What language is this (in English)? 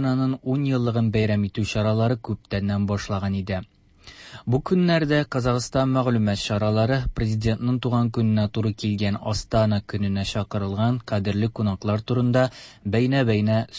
Tatar